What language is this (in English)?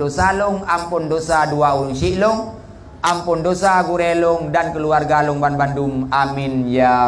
Achinese